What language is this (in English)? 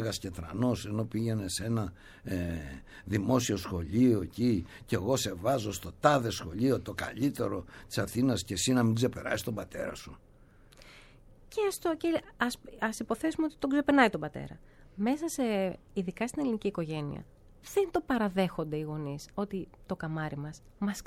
Greek